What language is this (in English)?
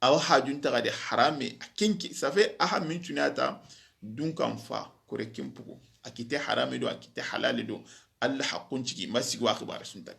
Soninke